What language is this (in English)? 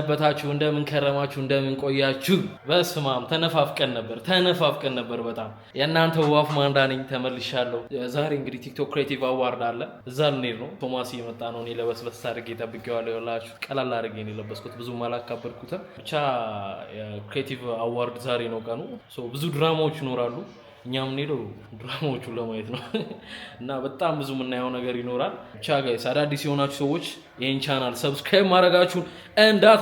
Amharic